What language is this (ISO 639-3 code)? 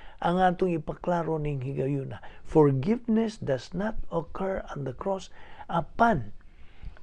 ceb